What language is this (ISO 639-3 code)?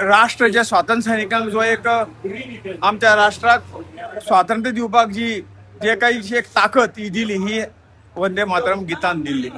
kok